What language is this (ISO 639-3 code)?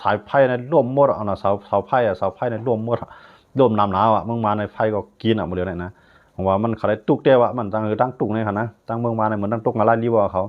shn